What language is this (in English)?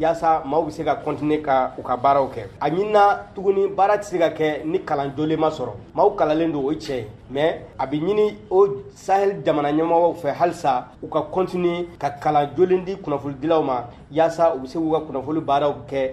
Bambara